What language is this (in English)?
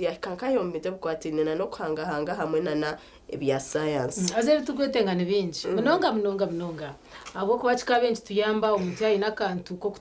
Nyankole